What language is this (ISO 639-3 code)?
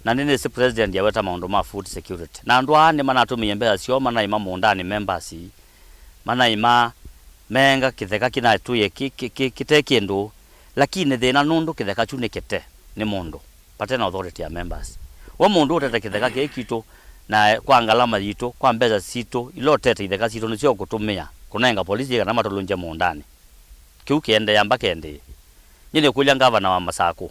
kam